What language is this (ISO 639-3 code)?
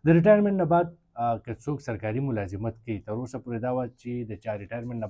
pus